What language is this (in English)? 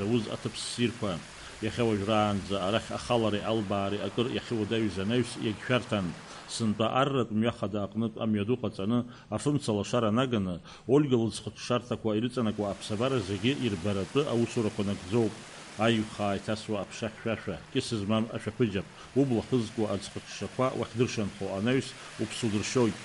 Abkhazian